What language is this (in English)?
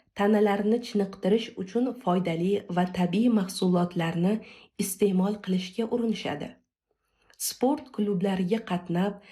Uzbek